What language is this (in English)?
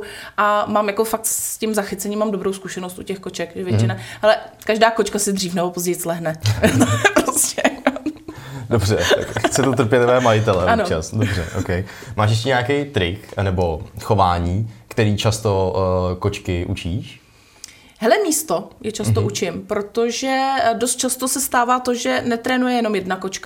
Czech